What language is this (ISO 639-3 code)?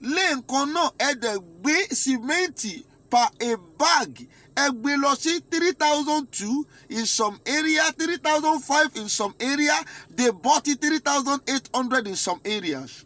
yor